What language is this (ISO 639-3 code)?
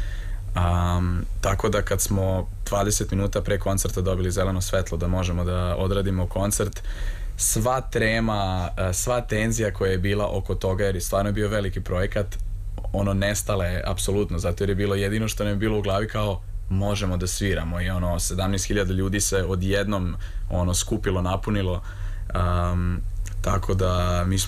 srp